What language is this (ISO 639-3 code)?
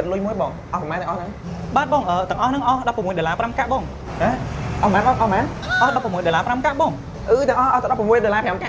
khm